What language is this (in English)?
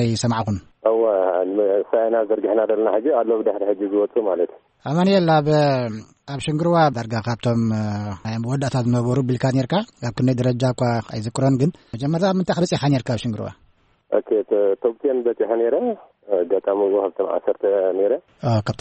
Tigrinya